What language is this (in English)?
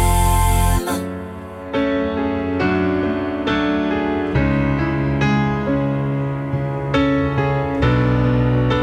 French